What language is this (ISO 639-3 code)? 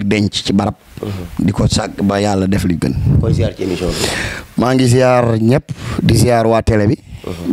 wol